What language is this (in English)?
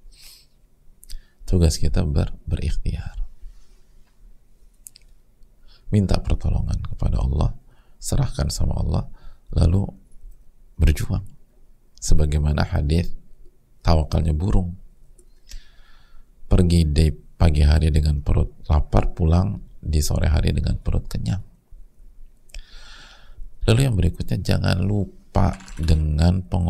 Indonesian